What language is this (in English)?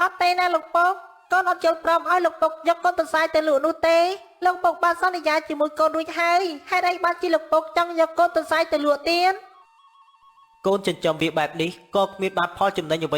Khmer